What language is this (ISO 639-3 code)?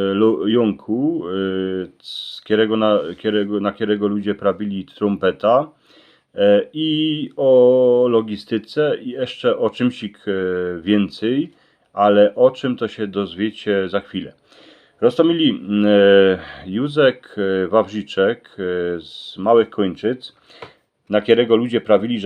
szl